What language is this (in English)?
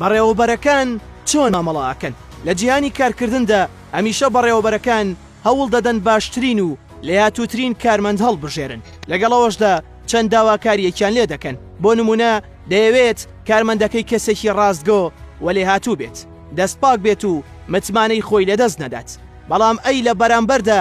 Central Kurdish